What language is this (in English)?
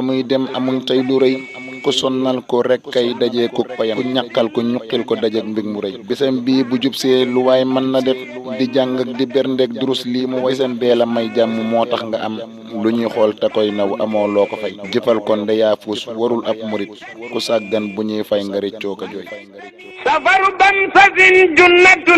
Wolof